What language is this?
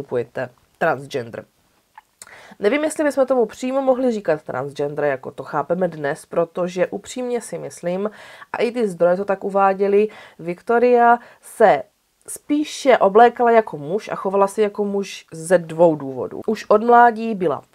Czech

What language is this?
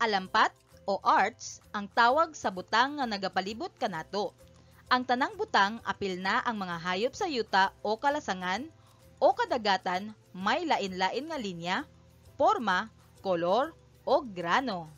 Cebuano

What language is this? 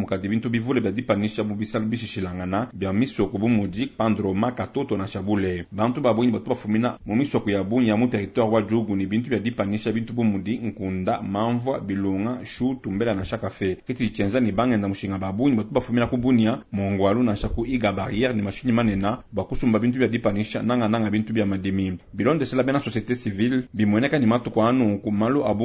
Luba-Lulua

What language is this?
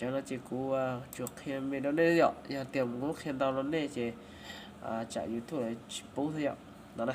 Hmong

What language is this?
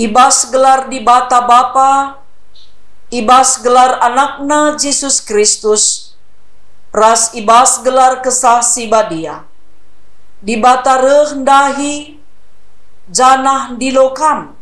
Batak Karo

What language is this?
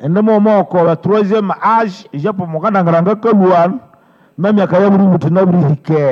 Nande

